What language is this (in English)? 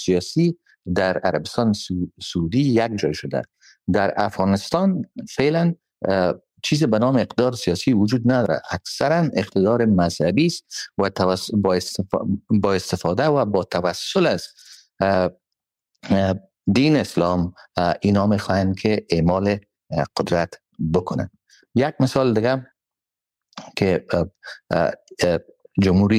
Persian